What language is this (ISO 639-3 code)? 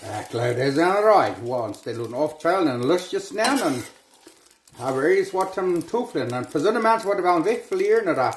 pdt